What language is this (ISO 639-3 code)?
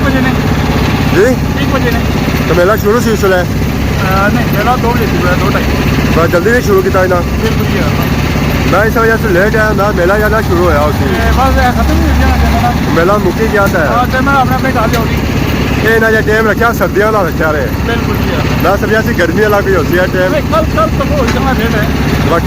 phr